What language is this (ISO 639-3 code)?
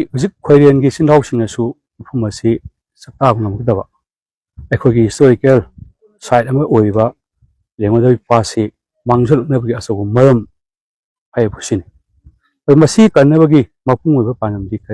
mni